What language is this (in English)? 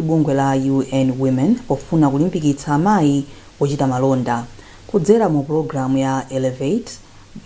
Nyanja